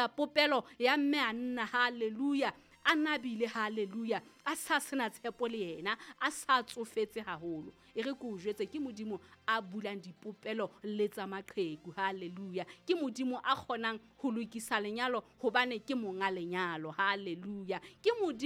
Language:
Southern Sotho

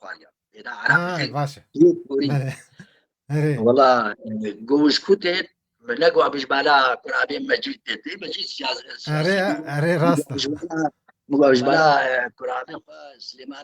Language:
Kurdish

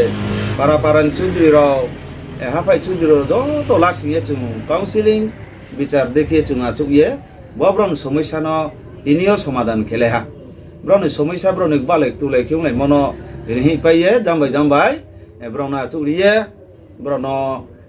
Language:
Riang (India)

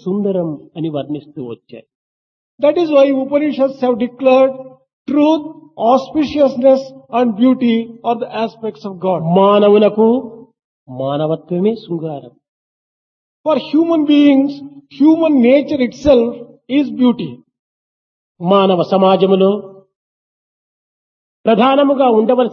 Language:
Telugu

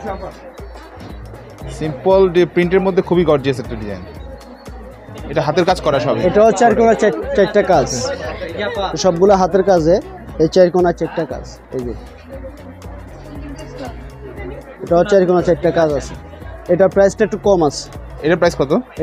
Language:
Bangla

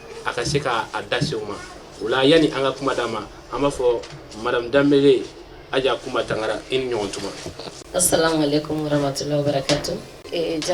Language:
Bambara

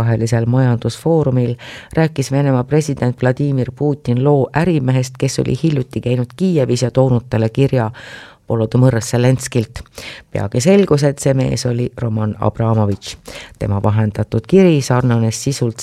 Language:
Estonian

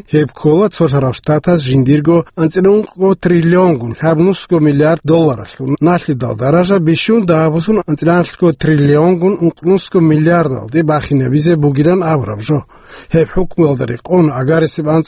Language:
Avaric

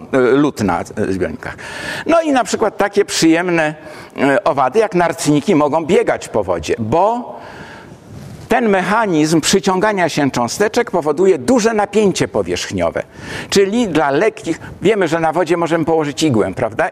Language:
Polish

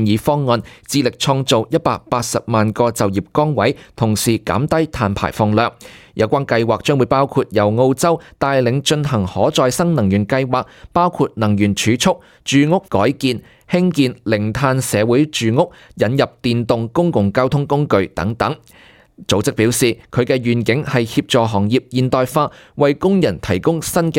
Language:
Cantonese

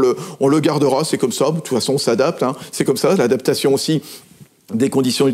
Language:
French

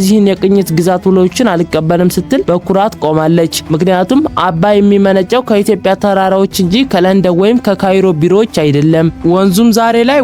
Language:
Amharic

